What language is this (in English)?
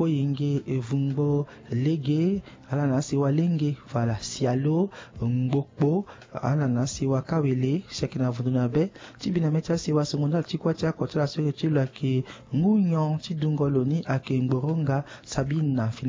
Sango